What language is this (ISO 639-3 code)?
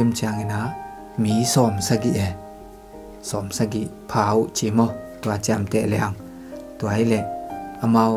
ctd